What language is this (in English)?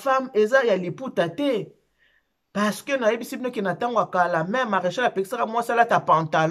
Lingala